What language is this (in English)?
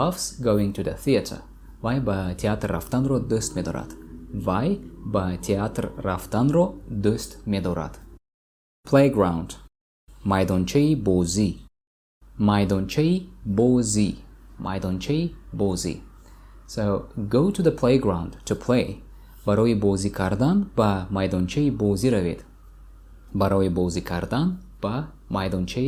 Tajik